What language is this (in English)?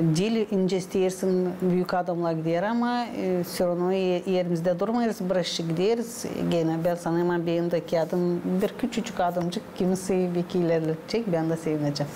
Gagauz